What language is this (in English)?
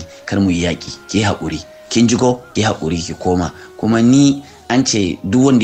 Hausa